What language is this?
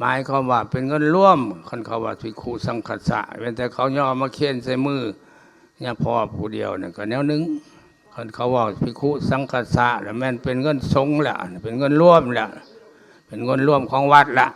Lao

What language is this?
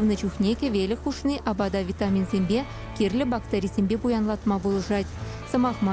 Chuvash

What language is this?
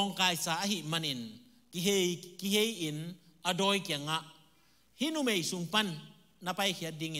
Tedim Chin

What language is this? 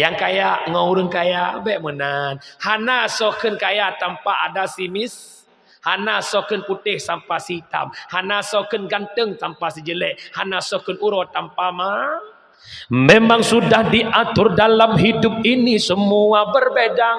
Achinese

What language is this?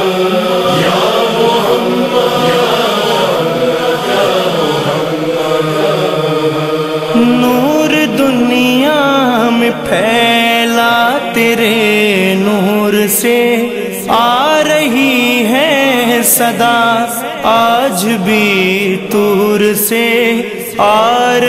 Urdu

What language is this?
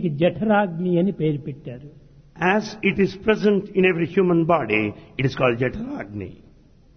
Telugu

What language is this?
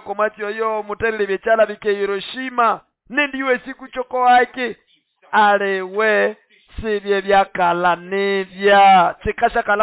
Nande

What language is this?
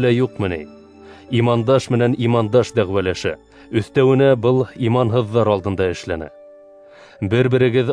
Bashkir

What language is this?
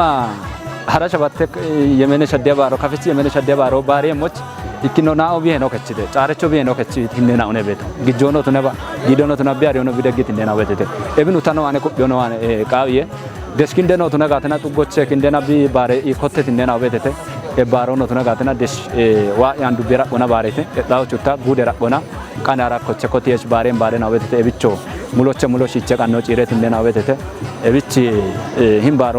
Kafa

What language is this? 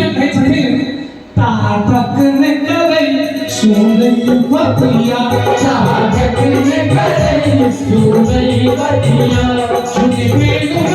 Maithili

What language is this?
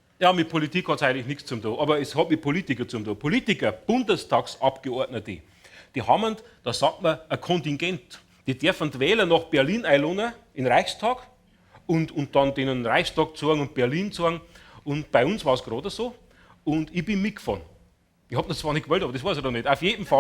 Bavarian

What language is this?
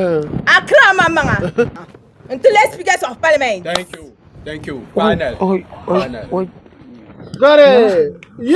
Dagbani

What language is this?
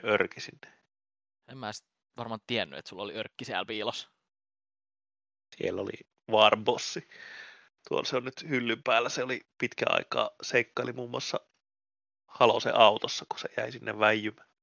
Finnish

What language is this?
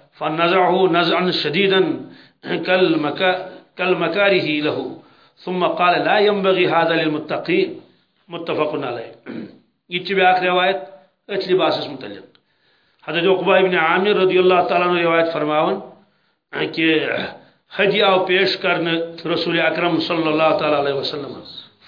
Kashmiri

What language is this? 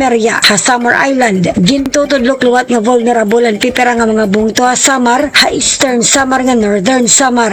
Waray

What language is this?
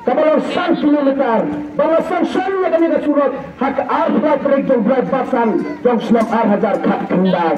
Khasi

